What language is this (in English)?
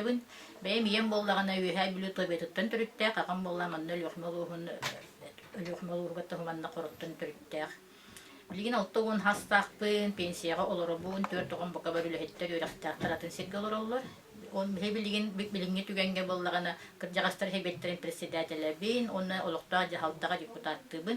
Yakut